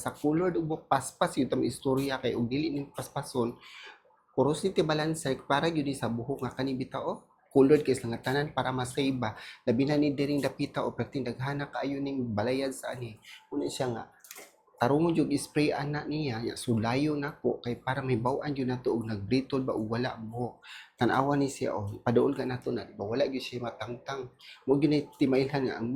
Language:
Cebuano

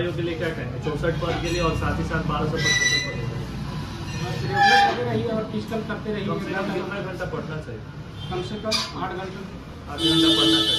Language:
Hindi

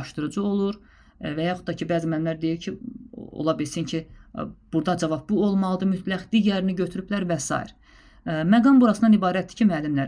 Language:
Azerbaijani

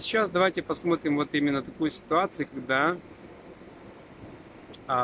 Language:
Russian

